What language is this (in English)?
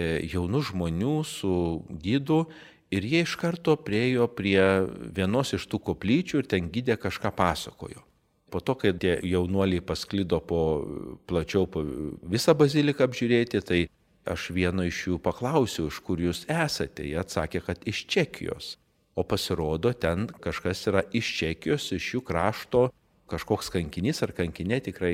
Lithuanian